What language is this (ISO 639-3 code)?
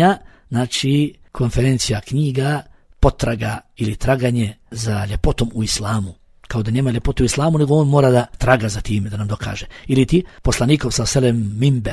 bos